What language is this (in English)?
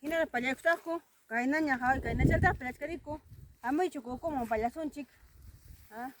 Ayacucho Quechua